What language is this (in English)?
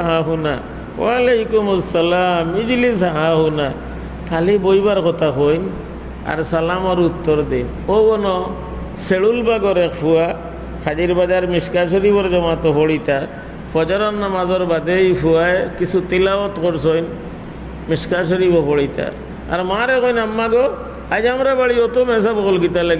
Sylheti